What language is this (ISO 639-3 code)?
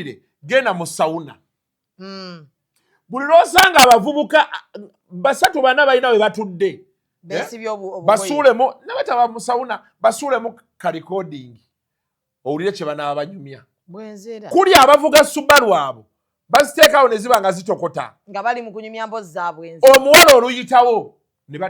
lug